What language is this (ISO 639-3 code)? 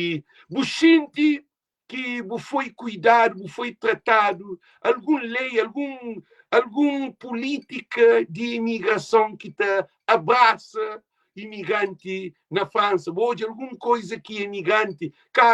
kea